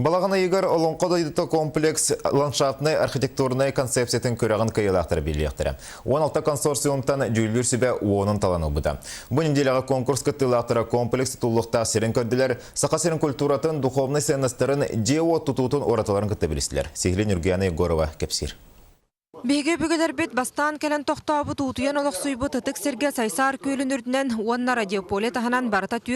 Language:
Yakut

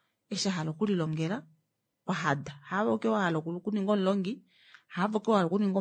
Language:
Kuanyama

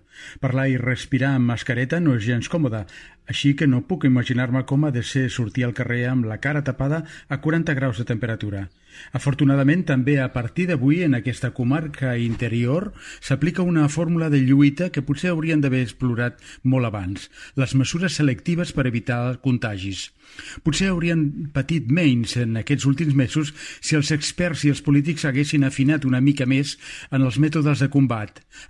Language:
Catalan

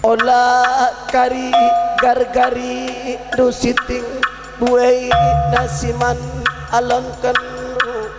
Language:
Batak Karo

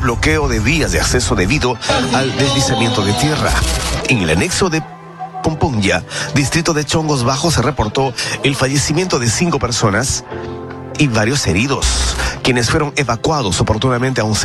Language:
Spanish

